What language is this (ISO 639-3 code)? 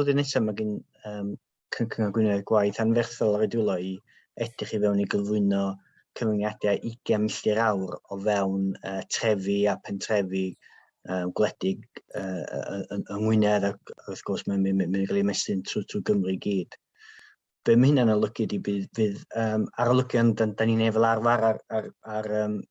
cym